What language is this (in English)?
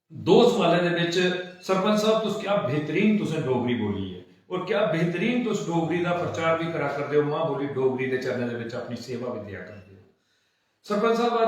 Dogri